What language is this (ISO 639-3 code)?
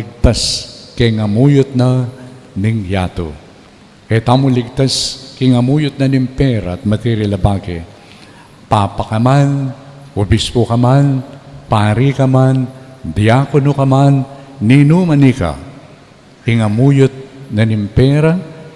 pam